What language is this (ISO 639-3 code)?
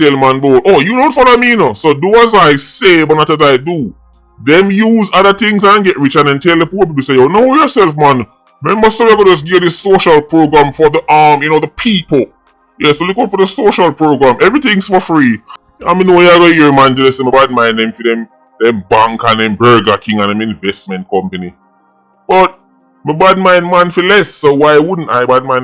jam